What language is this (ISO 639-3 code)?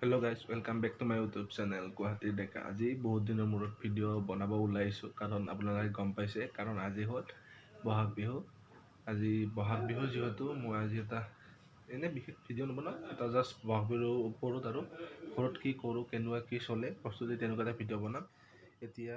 asm